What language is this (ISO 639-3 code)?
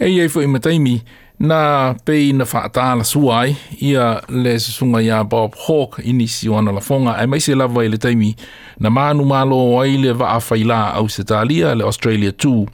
smo